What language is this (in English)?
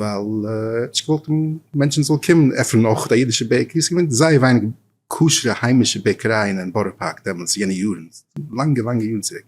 Yiddish